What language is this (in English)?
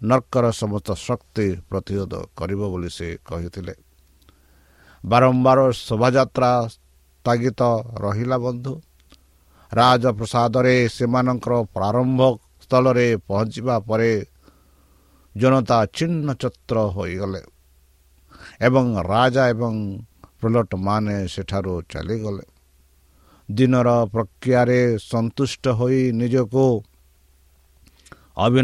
Odia